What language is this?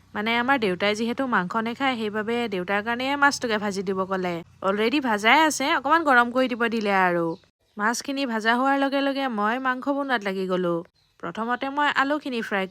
Assamese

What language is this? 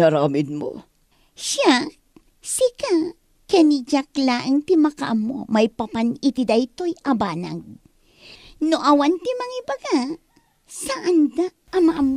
Iloko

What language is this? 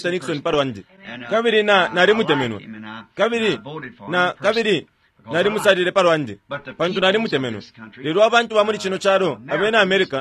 Bemba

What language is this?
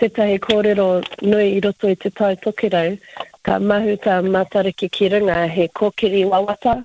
Māori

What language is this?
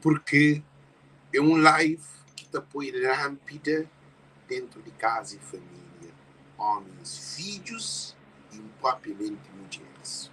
Kabuverdianu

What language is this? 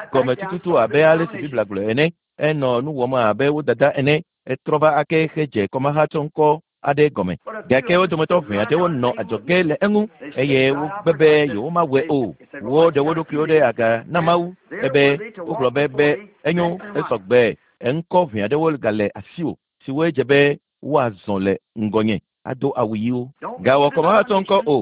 Ewe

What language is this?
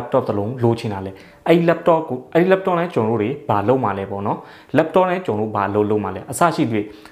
Burmese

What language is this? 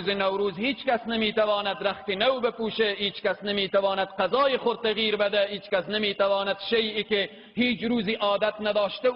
Persian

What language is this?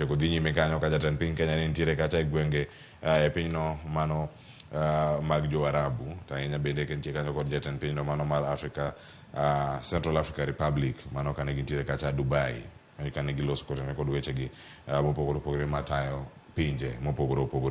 Luo (Kenya and Tanzania)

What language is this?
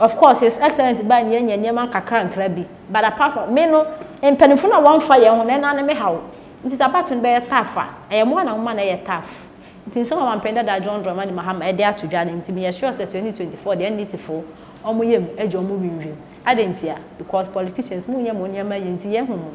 Akan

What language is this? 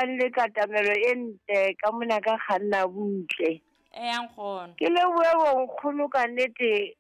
Southern Sotho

